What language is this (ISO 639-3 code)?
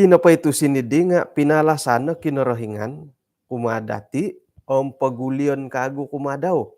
dtp